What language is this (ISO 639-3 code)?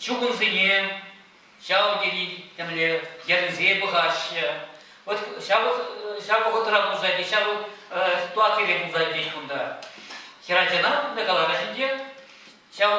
chv